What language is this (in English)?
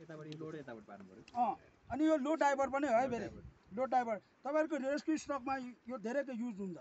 Nepali